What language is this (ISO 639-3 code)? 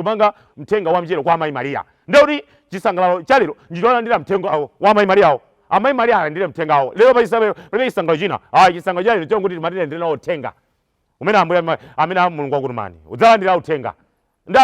nya